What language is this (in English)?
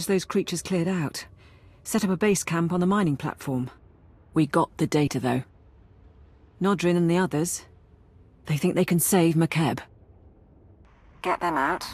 English